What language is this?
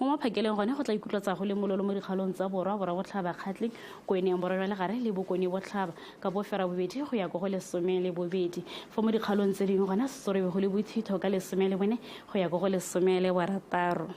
Tswana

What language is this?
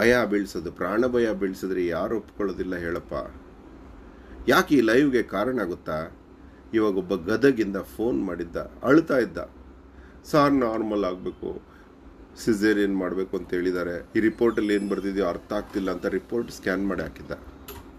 Kannada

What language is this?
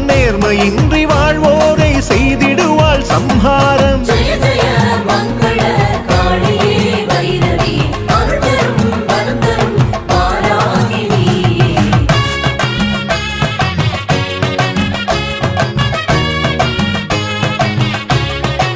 Tamil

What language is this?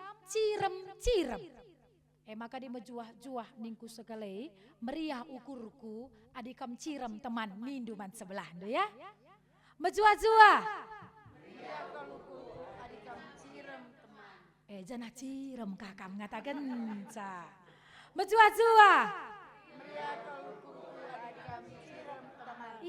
Batak Karo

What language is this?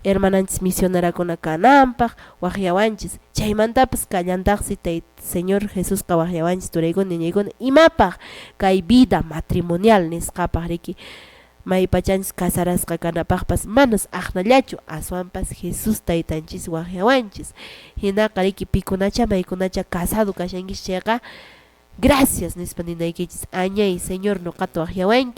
Quechua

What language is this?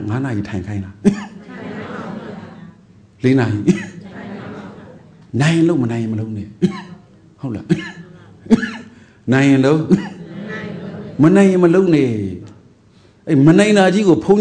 Burmese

